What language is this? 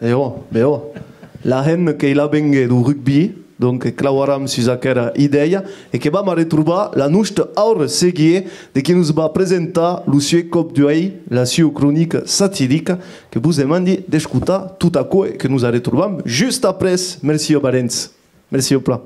Occitan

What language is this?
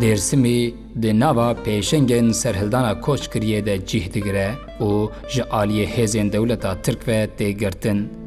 Kurdish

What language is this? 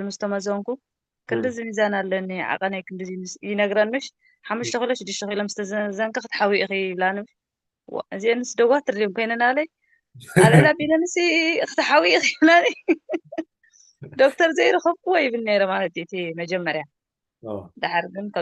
Tigrinya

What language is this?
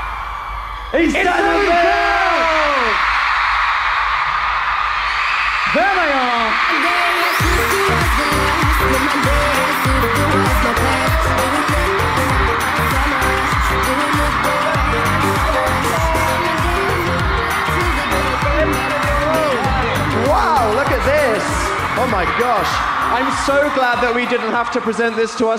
English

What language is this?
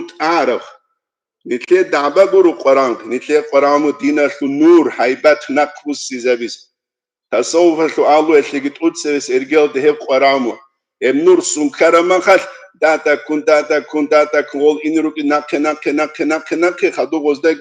Avaric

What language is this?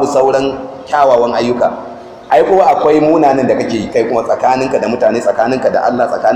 Hausa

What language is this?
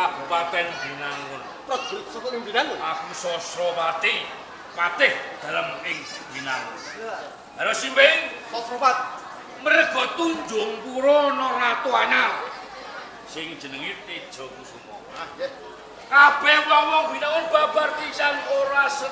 Javanese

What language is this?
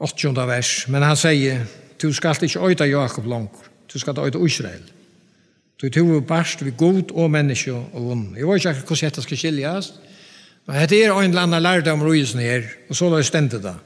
Faroese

